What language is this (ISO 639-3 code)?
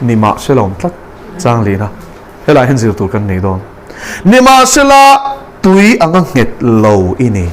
lus